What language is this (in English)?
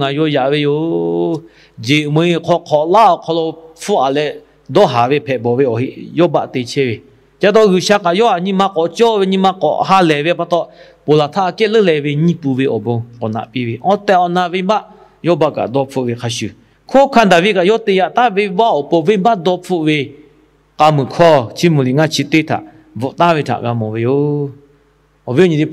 Lahu